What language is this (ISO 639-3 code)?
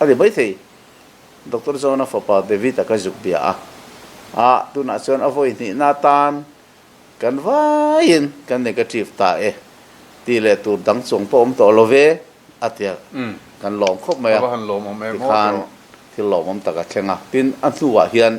lus